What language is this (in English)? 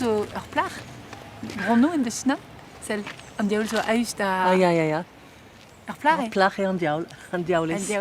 Breton